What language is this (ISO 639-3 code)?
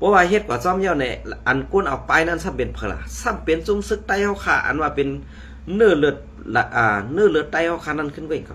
shn